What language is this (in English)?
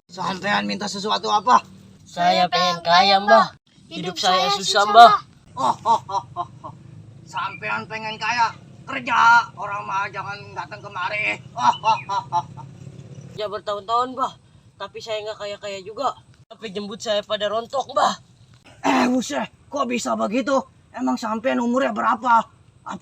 Betawi